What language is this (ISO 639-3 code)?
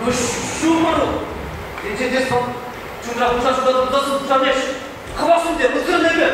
chv